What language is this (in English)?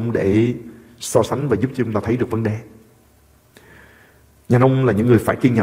Vietnamese